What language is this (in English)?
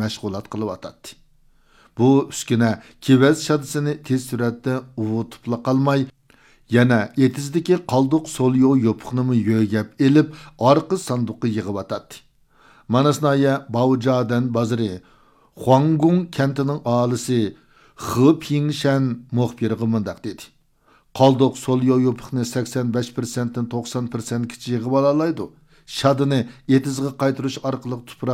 Uyghur